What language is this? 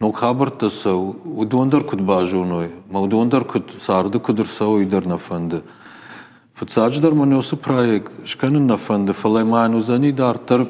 Ossetic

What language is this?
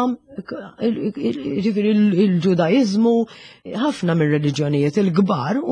Maltese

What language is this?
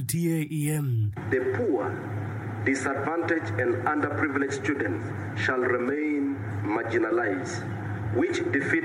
Acoli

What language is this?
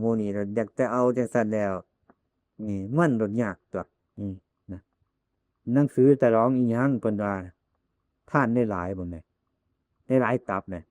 Northeastern Thai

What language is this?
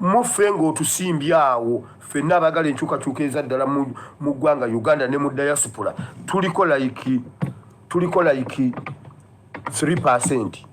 Ganda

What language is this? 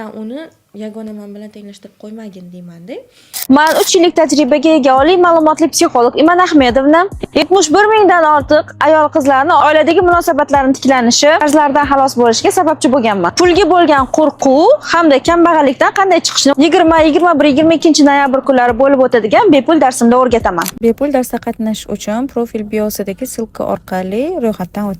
Uzbek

